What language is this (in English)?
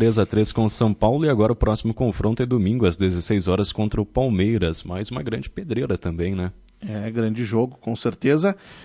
Portuguese